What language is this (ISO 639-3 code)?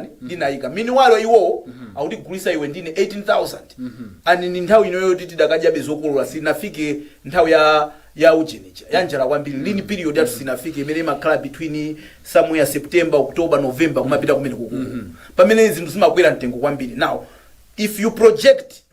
nya